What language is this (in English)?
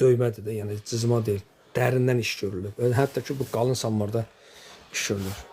Azerbaijani